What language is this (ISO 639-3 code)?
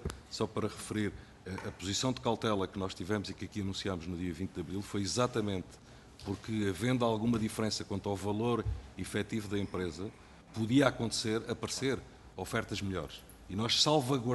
por